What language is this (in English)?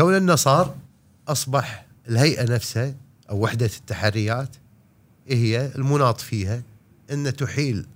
Gulf Arabic